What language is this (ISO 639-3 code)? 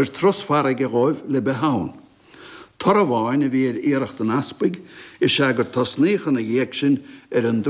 gle